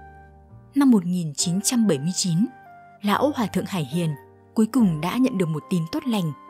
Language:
Vietnamese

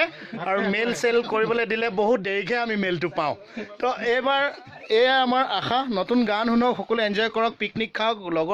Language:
Assamese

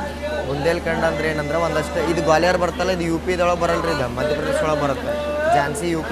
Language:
Kannada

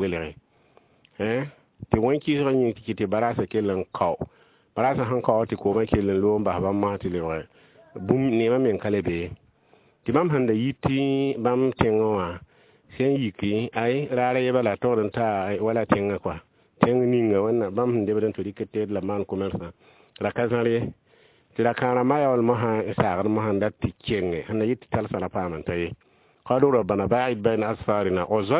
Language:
Mossi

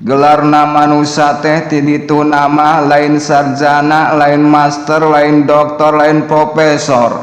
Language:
Sundanese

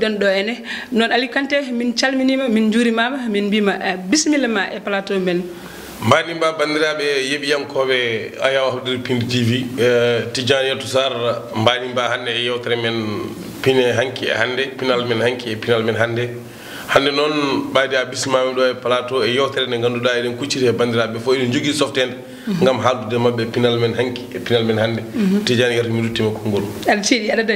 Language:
Fula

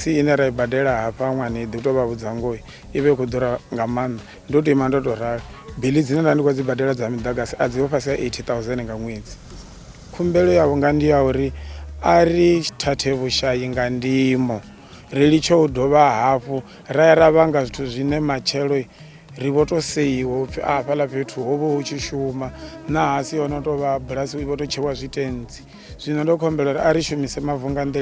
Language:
Venda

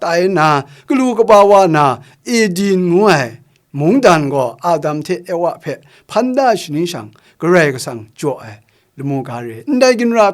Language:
Kachin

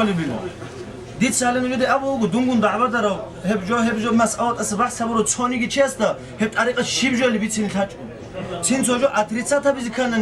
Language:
Avaric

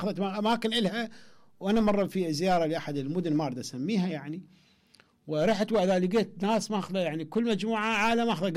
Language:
Mesopotamian Arabic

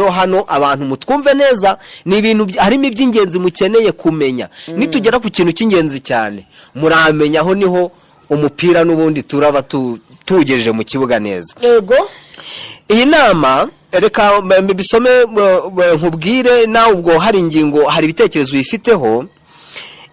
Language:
Kinyarwanda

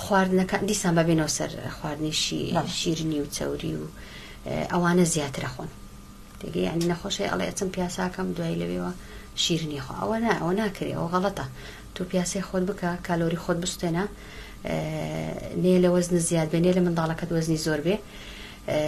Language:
Central Kurdish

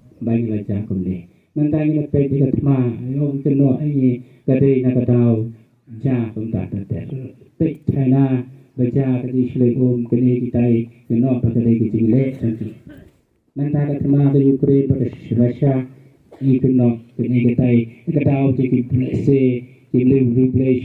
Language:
Khasi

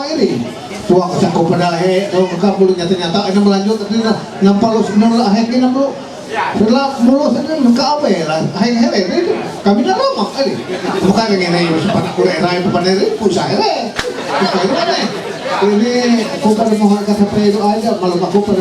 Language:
Ma'anyan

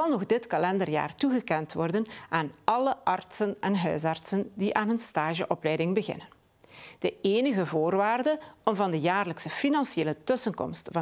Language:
Dutch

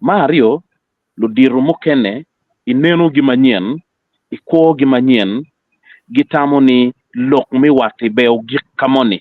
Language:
Acoli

